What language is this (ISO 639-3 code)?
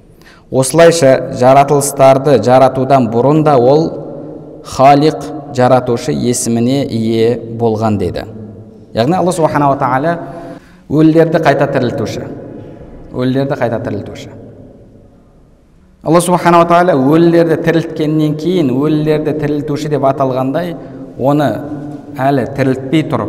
kaz